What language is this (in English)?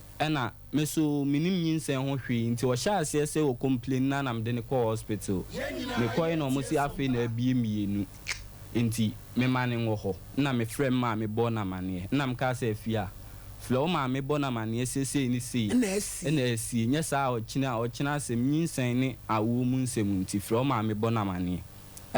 Akan